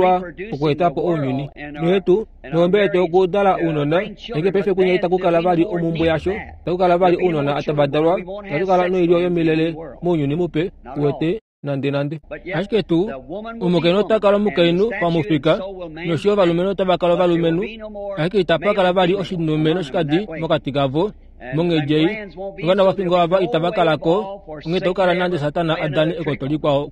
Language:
Kuanyama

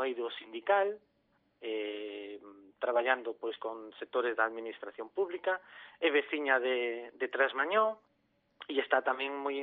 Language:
Galician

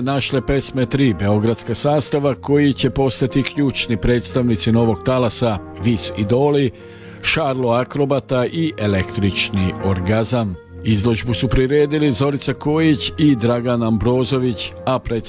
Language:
Serbian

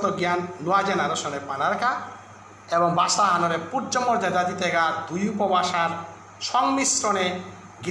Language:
Bishnupriya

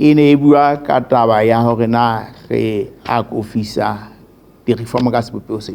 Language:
Southern Sotho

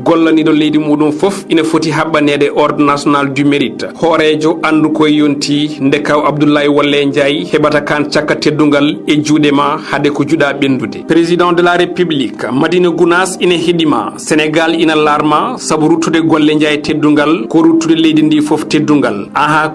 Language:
Fula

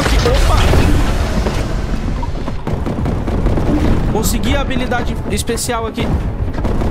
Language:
Portuguese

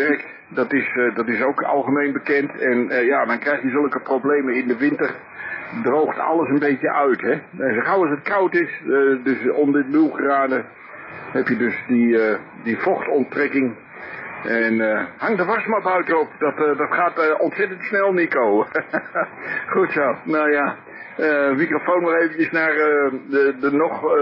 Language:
Dutch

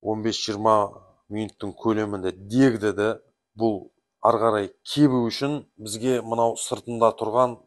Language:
Kazakh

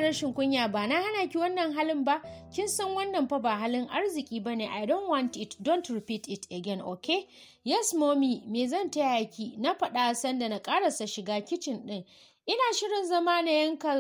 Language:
Hausa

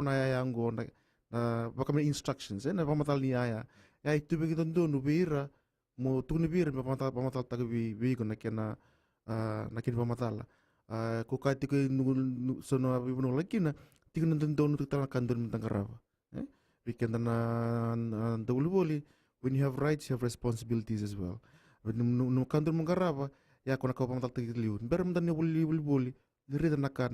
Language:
Fijian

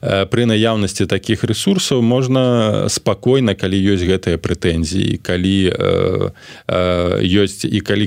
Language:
Belarusian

